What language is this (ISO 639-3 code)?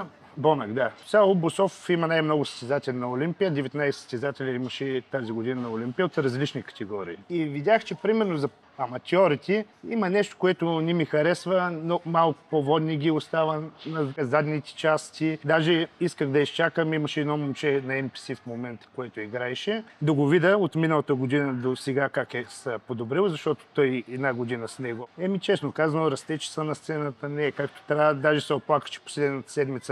bul